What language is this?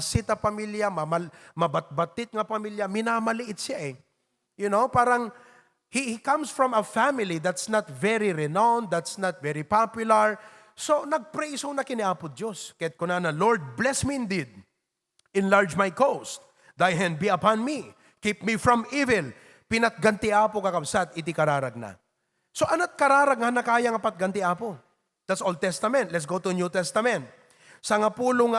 Iloko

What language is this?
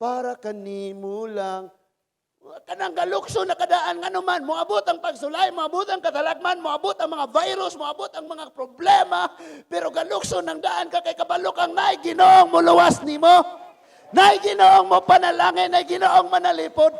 Cebuano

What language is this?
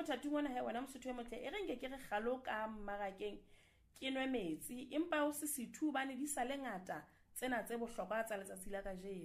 Southern Sotho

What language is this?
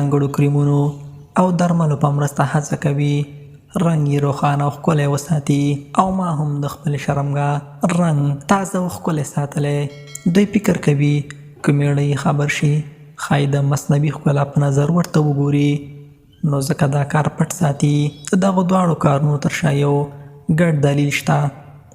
Pashto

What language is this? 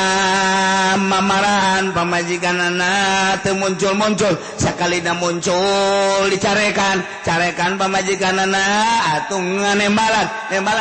Sundanese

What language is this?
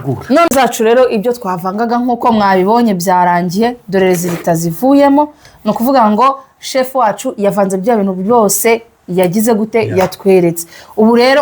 Kinyarwanda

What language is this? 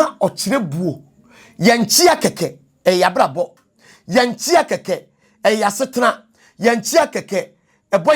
Akan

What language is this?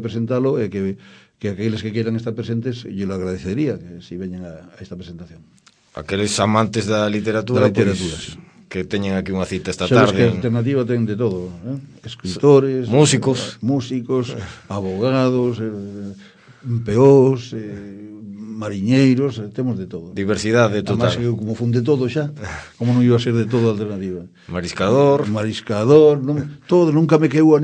Galician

